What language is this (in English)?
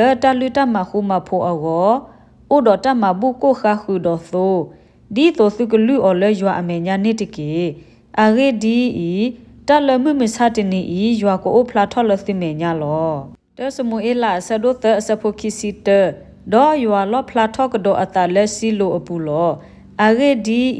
S'gaw Karen